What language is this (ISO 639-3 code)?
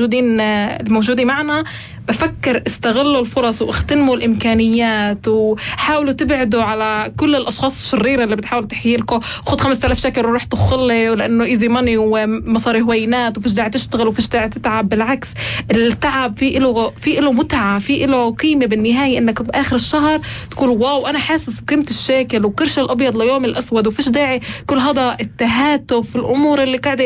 apc